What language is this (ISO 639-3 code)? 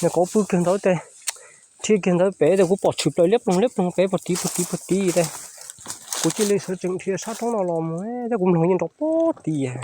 hmn